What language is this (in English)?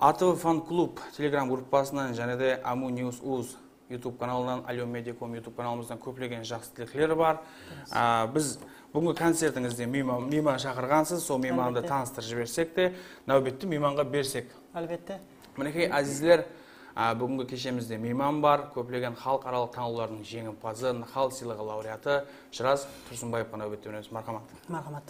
Kara-Kalpak